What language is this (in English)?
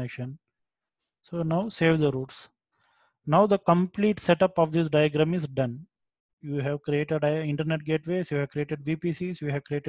English